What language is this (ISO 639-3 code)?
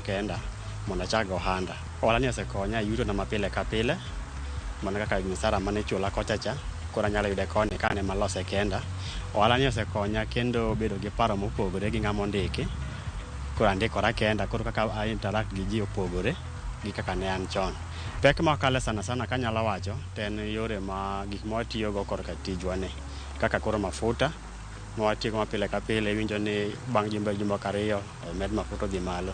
luo